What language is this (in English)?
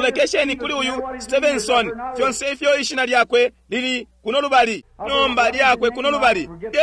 Bemba